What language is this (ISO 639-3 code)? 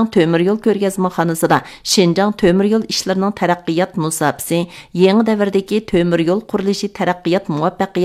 uig